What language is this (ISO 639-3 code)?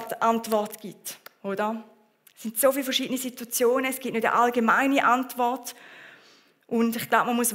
gsw